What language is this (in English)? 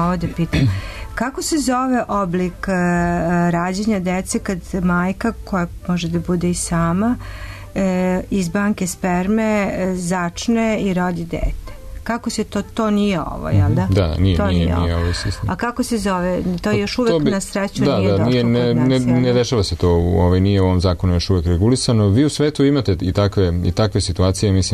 Serbian